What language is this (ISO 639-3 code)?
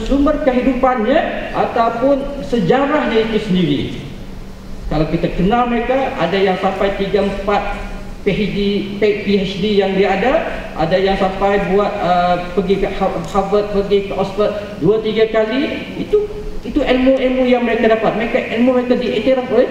msa